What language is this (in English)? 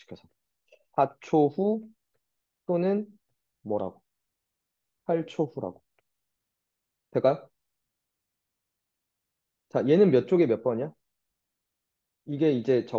Korean